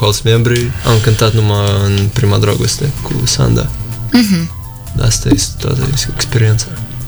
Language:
Romanian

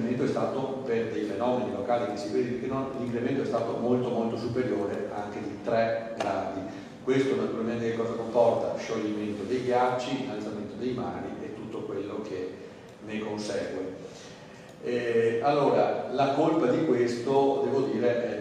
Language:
Italian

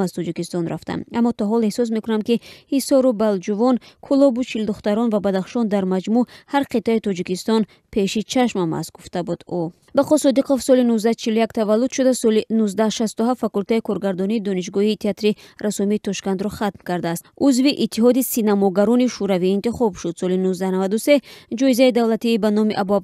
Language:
Tajik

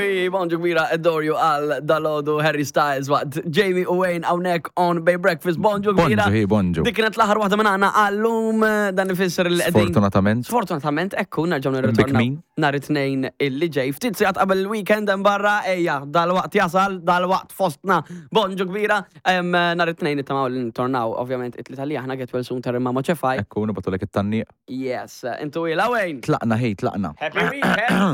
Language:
Maltese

